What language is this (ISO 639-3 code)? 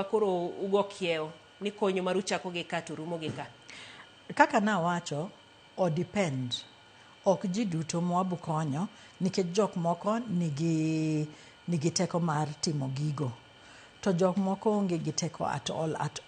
luo